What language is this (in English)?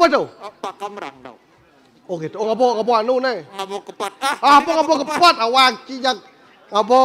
Balinese